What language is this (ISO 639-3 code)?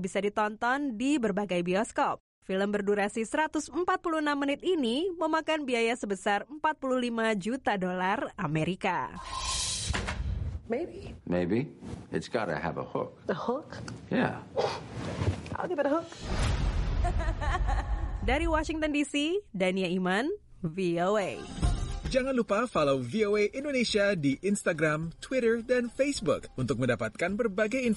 ind